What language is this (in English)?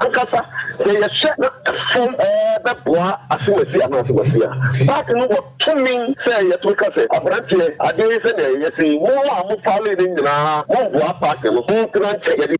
Akan